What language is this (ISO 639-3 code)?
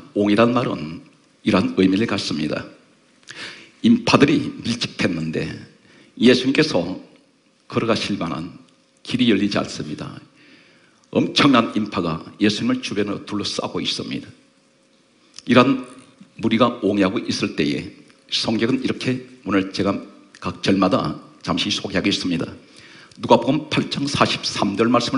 kor